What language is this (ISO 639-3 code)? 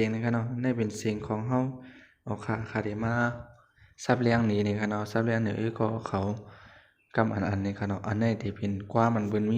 shn